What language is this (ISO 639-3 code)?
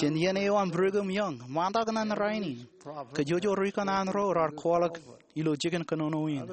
mah